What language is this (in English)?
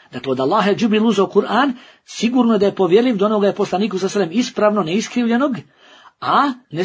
Bosnian